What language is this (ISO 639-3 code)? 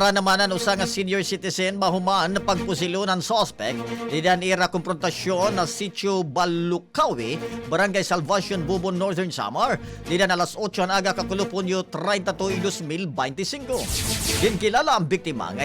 war